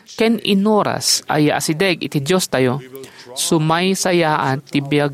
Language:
Iloko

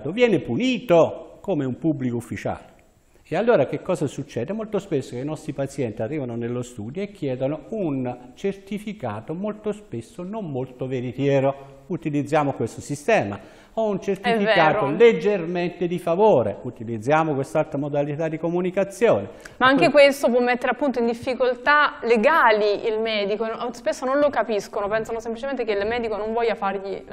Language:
Italian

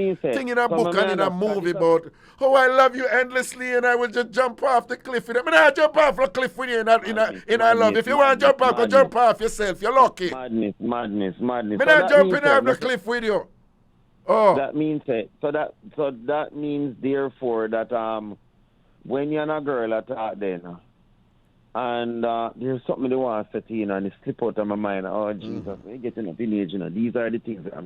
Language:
Jamaican Creole English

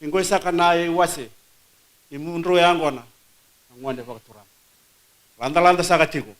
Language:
Fijian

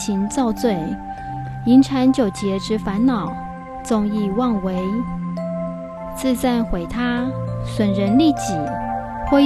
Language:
Chinese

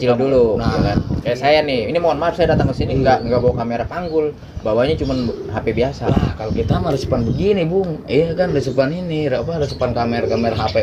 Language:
Betawi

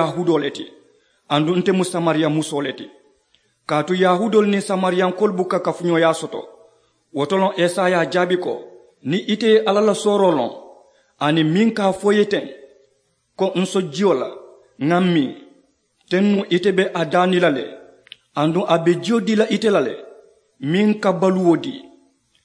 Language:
Mandingo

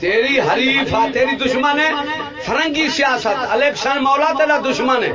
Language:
Saraiki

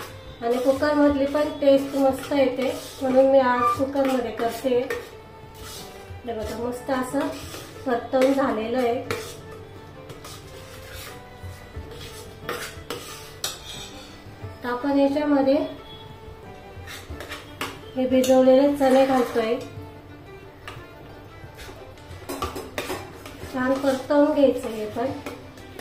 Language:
Marathi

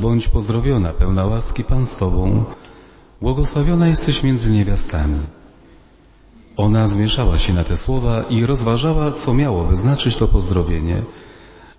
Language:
Polish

